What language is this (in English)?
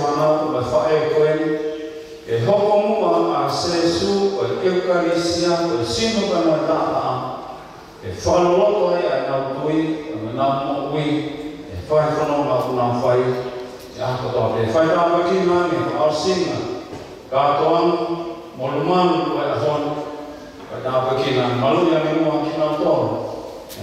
Tongan